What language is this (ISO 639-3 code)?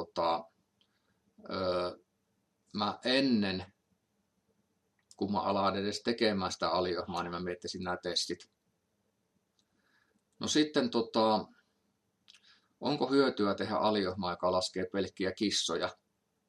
fin